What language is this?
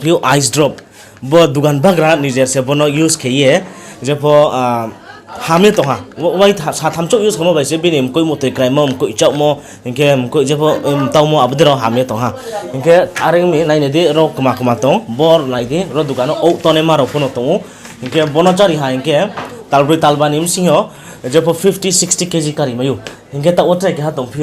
Riang (India)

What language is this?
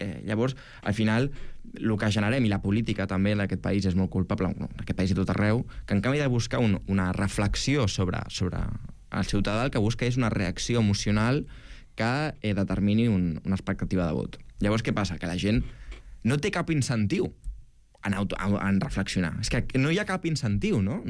Catalan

